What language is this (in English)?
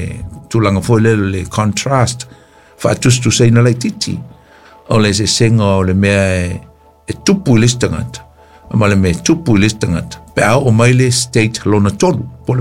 Samoan